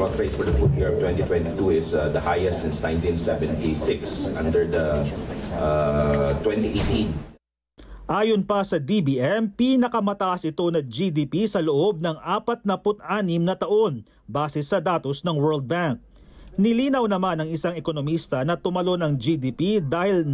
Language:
Filipino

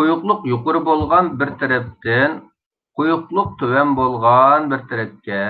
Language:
Uyghur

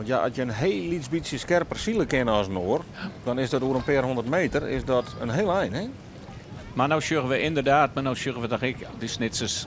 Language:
Western Frisian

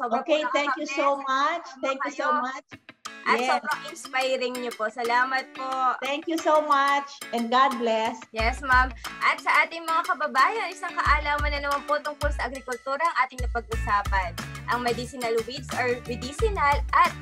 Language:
Filipino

